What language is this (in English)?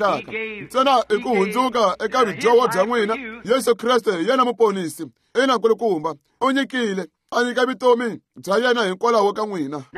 Tsonga